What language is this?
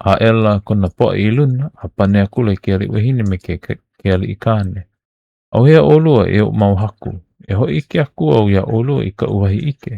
Hawaiian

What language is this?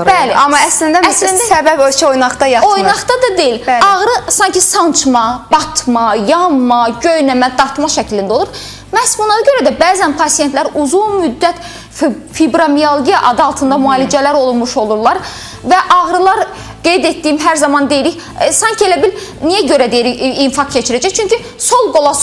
Azerbaijani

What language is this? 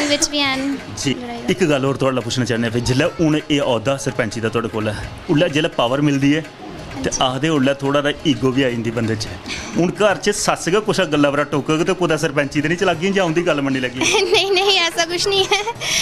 Dogri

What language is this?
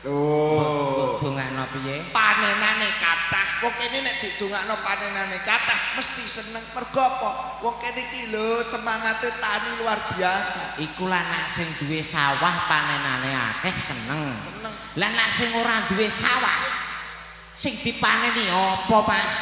Javanese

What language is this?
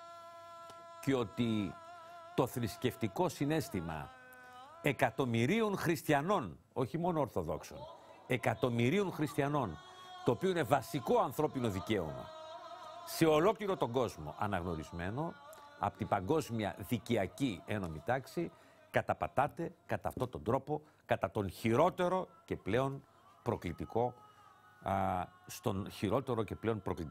Greek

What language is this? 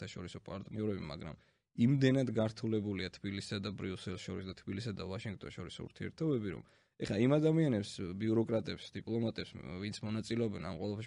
Georgian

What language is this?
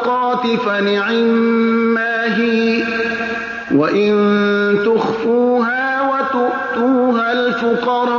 Persian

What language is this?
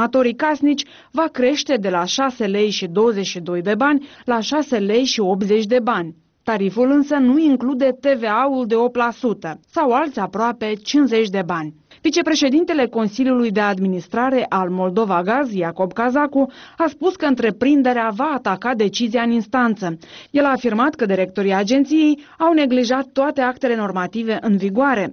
Romanian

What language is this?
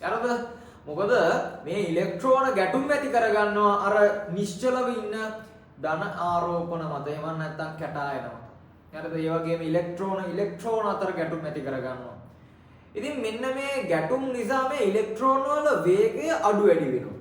Sinhala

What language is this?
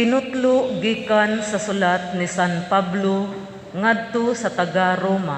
Cebuano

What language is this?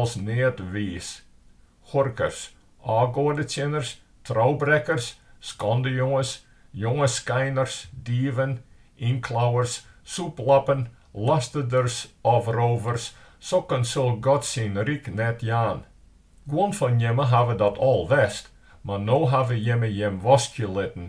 Western Frisian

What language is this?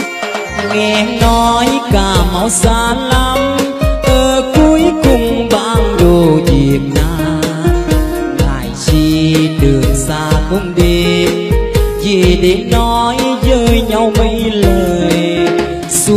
Vietnamese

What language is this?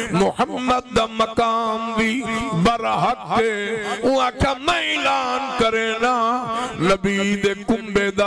Saraiki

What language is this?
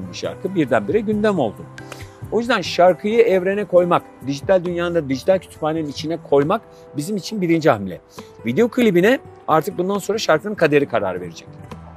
Turkish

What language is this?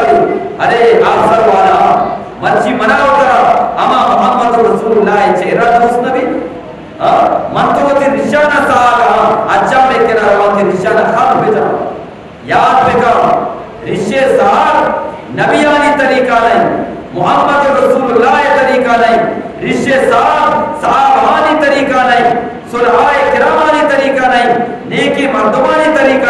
Eastern Balochi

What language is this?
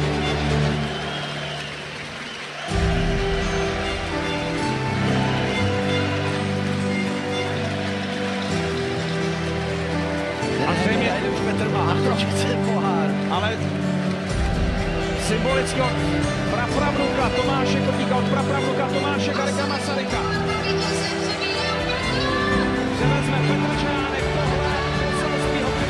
Czech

